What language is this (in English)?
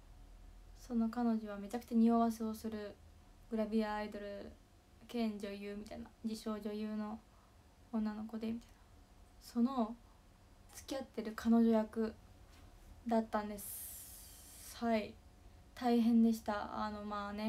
Japanese